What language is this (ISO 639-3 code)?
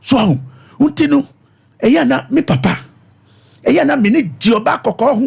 aka